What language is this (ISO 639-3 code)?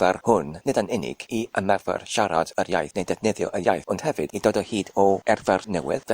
cym